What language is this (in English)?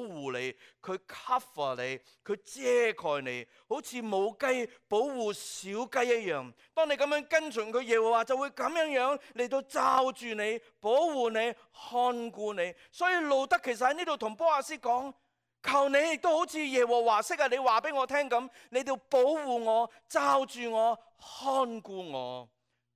Cantonese